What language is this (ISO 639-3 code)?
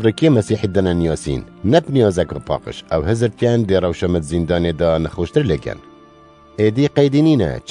kur